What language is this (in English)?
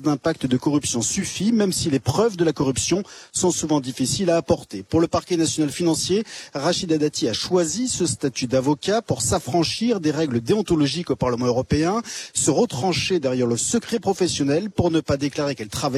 French